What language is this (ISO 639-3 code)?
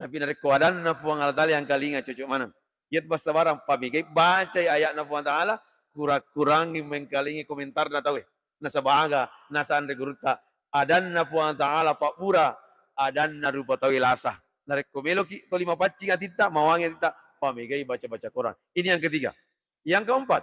bug